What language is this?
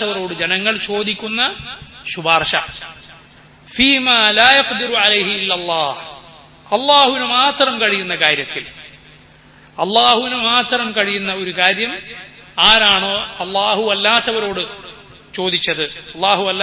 Malayalam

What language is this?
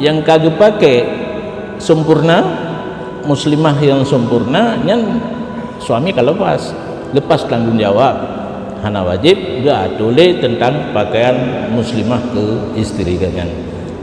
Achinese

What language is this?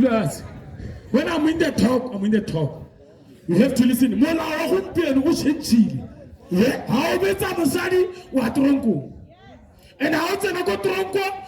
Tswana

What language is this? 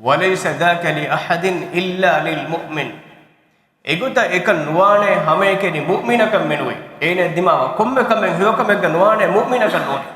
Divehi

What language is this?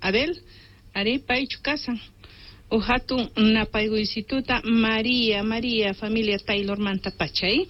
South Bolivian Quechua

